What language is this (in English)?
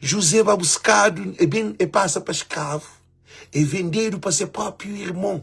Kabuverdianu